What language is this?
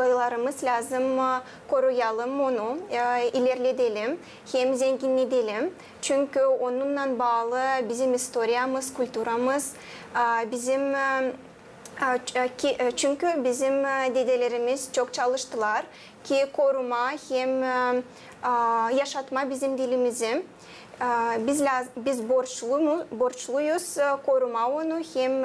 Gagauz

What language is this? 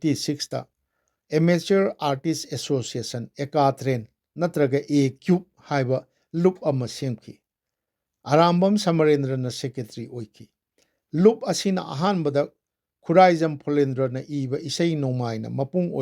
Manipuri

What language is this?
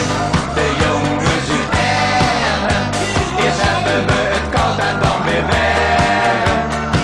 Dutch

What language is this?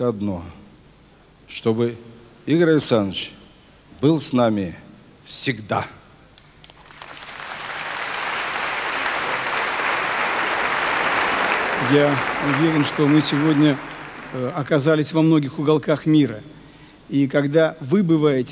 Russian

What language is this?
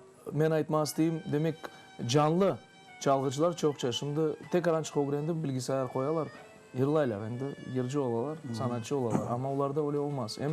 Crimean Tatar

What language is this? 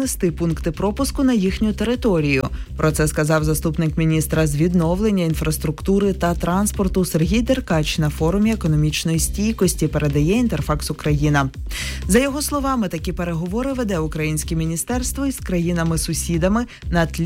Ukrainian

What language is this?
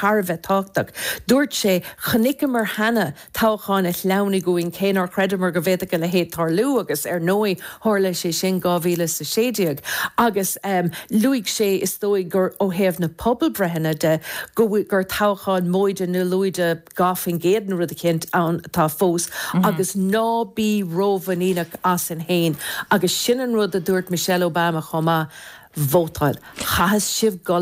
Irish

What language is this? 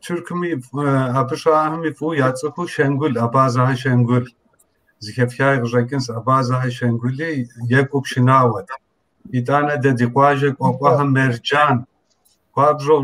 Kabardian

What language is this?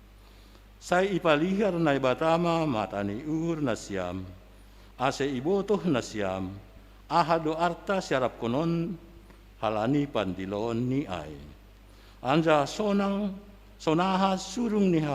Batak Simalungun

